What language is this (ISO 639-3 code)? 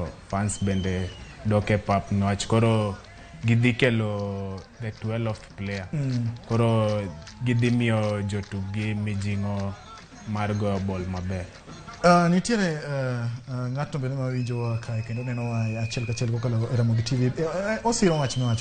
luo